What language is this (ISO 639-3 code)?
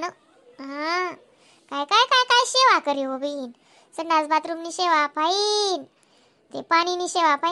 khn